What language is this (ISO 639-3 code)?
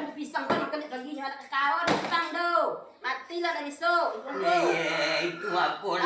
min